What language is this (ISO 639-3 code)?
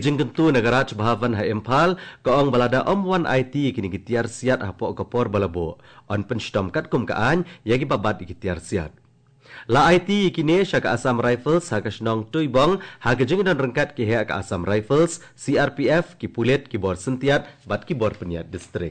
kha